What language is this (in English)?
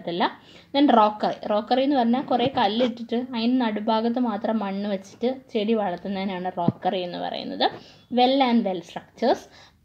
Malayalam